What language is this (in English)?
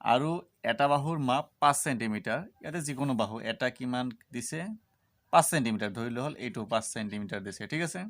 Assamese